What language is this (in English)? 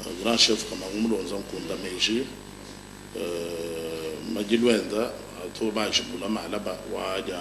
Luba-Lulua